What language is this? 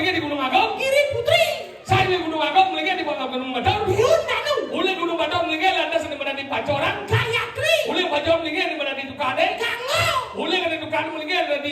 Balinese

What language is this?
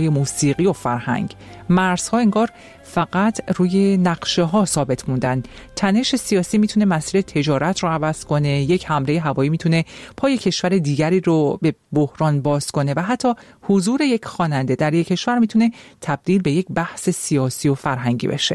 Persian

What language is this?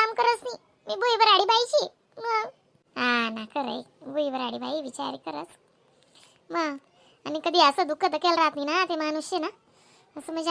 Khandesi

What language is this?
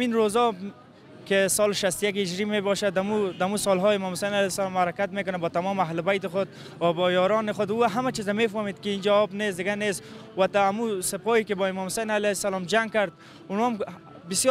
Persian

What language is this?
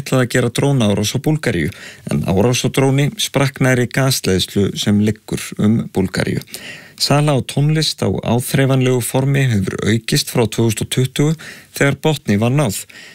Icelandic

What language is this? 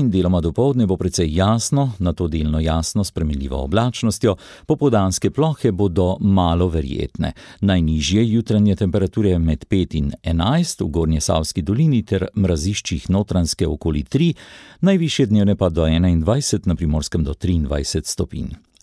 Slovenian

